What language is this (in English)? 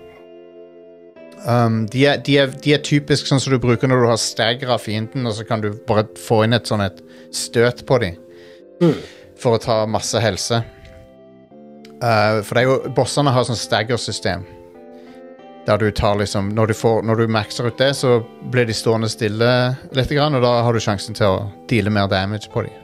Norwegian